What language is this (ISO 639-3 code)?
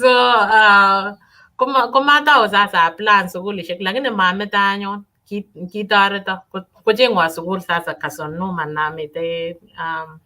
kln